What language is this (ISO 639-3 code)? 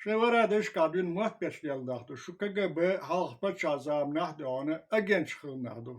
che